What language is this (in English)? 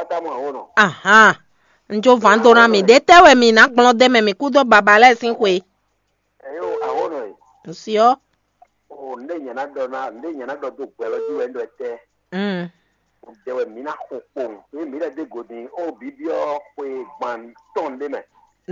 Fon